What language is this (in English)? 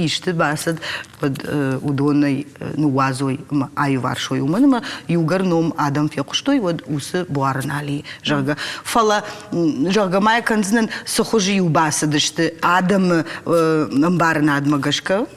Ossetic